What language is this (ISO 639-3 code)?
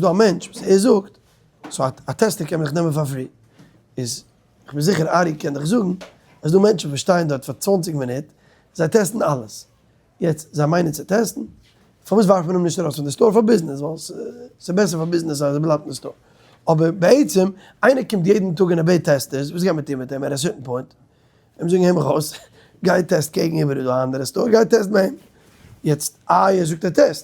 yid